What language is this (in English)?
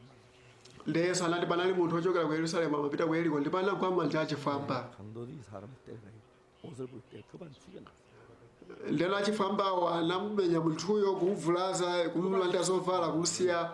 Nyanja